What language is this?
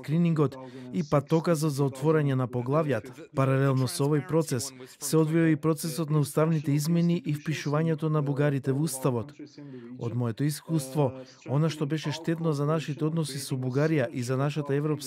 Macedonian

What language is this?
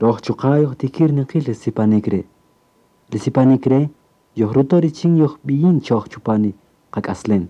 Kaqchikel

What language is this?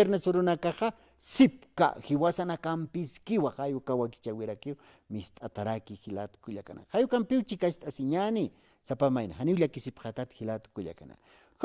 Aymara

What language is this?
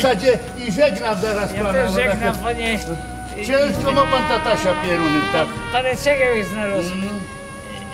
Silesian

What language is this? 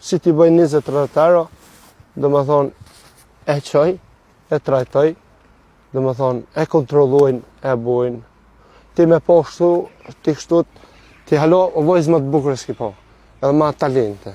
Albanian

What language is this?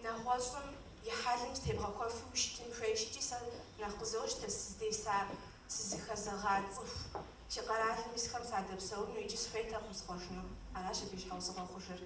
Kabardian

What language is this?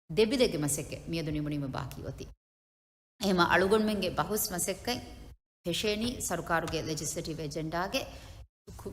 Divehi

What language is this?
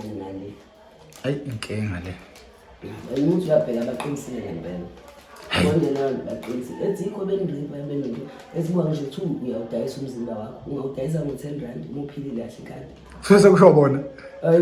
Zulu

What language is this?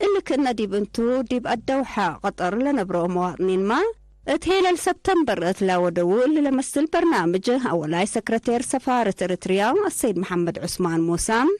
Tigre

